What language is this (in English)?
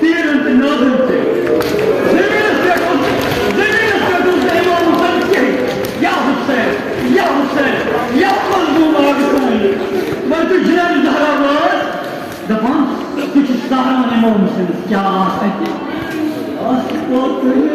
Kashmiri